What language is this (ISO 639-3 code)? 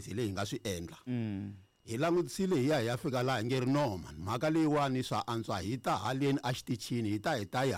tso